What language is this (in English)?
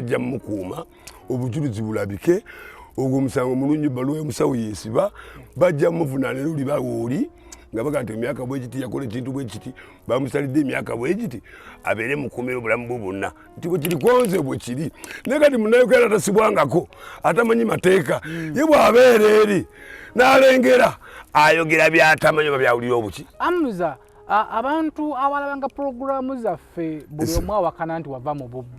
Ganda